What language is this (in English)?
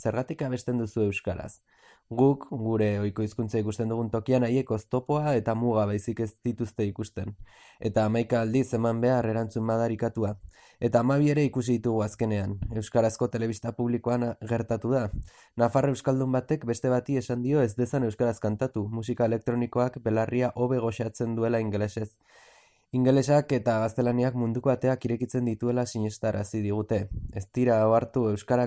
Basque